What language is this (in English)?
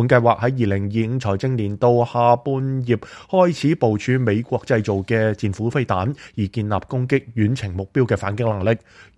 Cantonese